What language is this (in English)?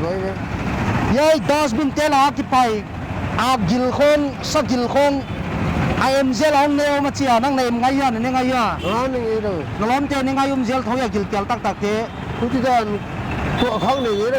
Paite Chin